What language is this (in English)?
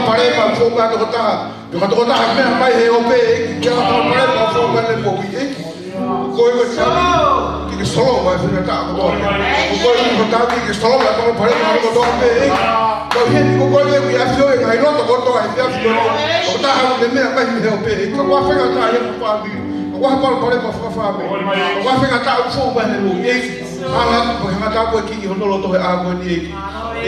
Tongan